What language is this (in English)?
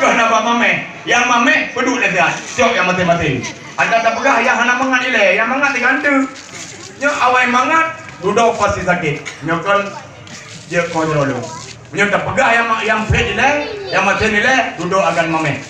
Achinese